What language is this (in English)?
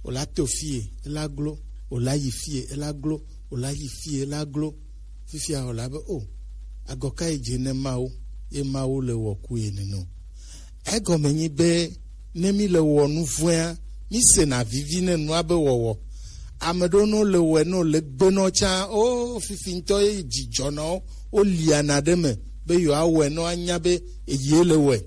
Gen